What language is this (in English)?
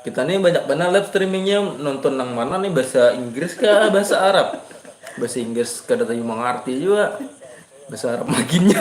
Banjar